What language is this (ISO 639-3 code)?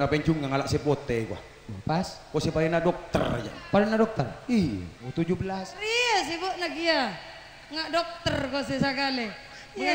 mad